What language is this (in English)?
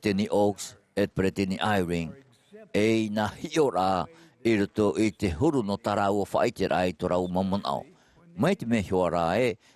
Tahitian